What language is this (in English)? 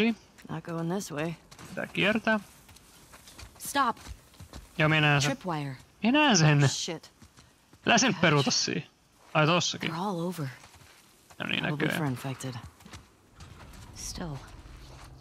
Finnish